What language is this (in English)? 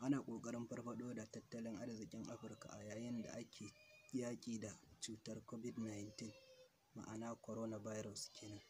Hausa